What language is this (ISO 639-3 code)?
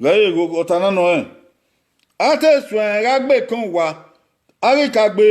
bin